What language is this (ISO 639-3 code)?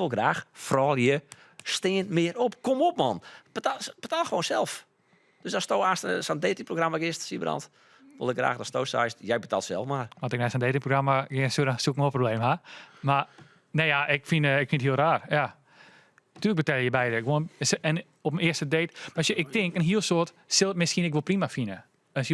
fry